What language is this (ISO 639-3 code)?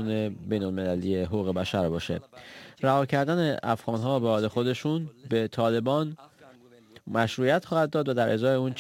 fas